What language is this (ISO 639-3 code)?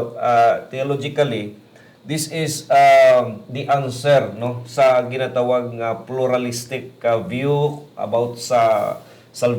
hil